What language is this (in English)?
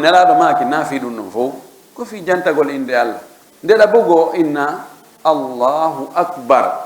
Fula